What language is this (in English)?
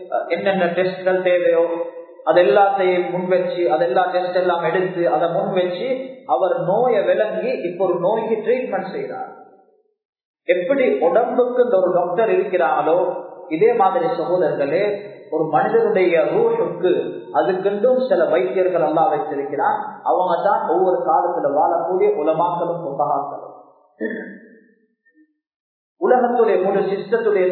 Tamil